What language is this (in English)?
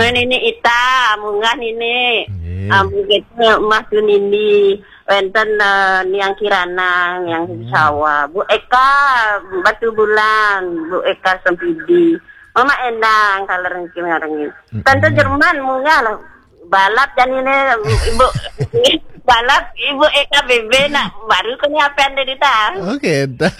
Balinese